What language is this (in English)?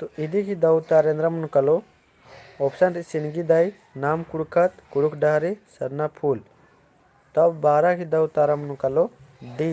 Kurukh